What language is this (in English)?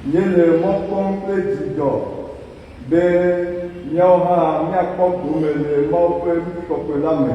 Ewe